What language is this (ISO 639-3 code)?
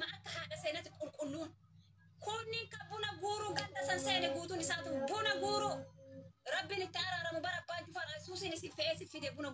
orm